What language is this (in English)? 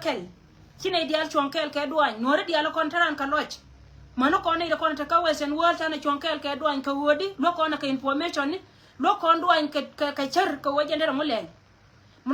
Nuer